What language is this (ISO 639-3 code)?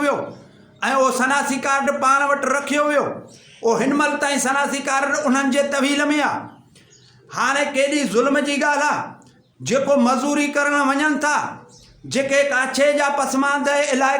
snd